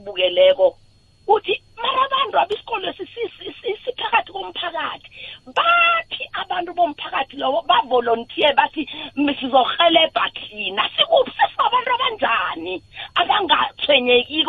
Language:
South Ndebele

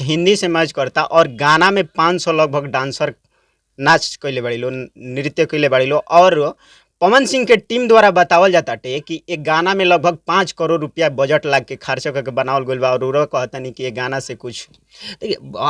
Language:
Bhojpuri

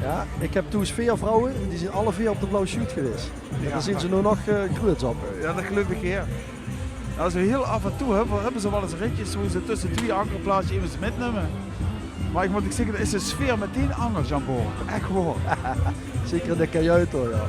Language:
Limburgish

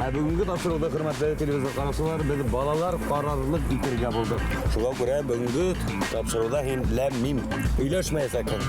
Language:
Bashkir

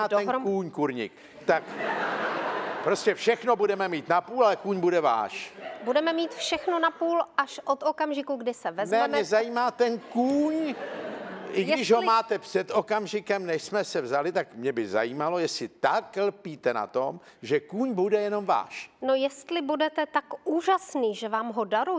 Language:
Czech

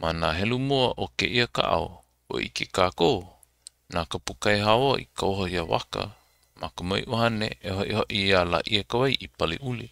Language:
Hawaiian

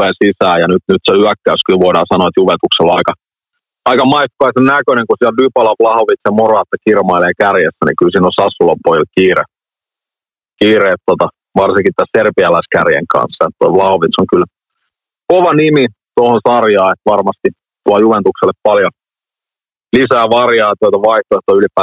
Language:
Finnish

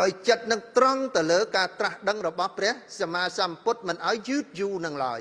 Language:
Khmer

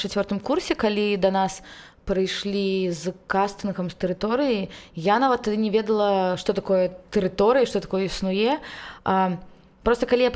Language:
Belarusian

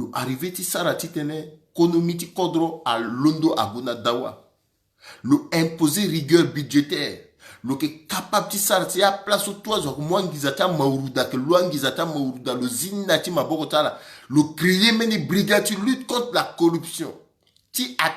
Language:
Sango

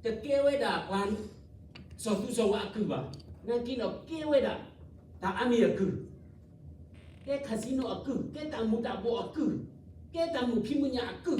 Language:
S'gaw Karen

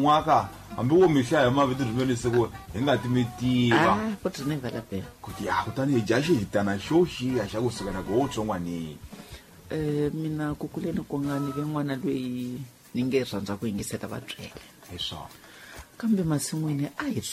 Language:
Tsonga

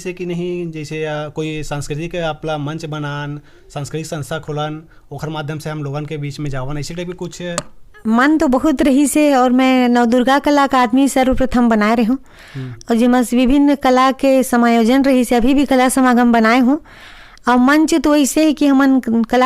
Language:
Chhattisgarhi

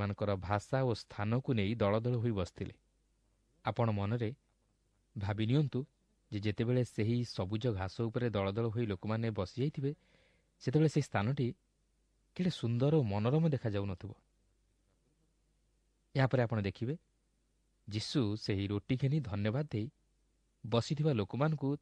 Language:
Odia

